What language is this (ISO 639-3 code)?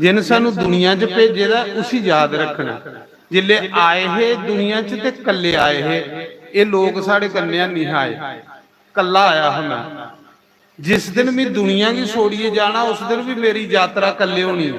doi